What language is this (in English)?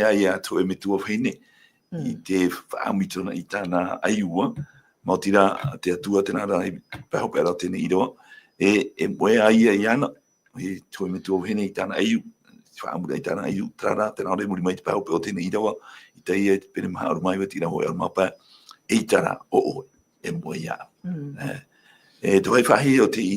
Tahitian